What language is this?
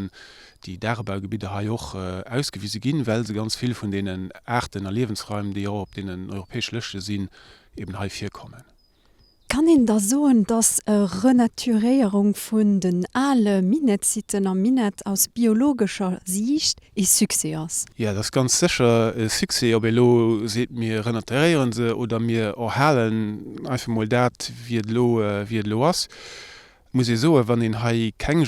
Luxembourgish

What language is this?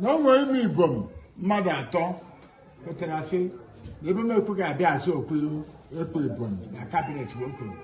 Igbo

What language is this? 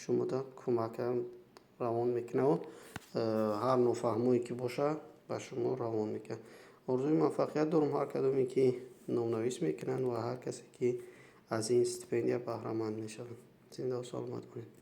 Tajik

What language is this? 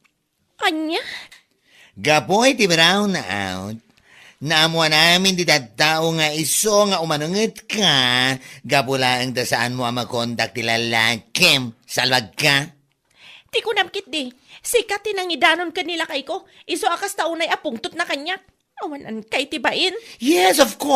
Iloko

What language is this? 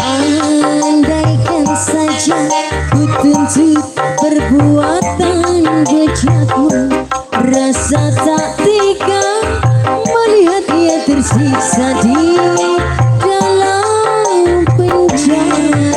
Betawi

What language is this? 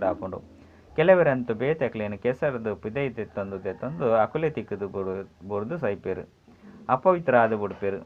Tulu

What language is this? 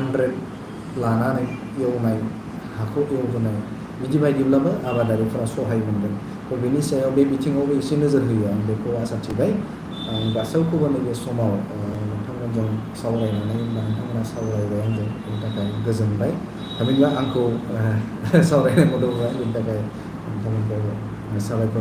Bodo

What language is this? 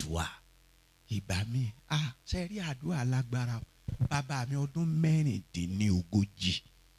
Yoruba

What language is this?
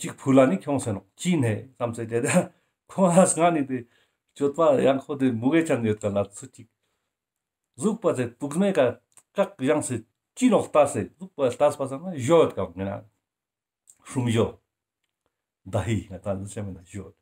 Ladakhi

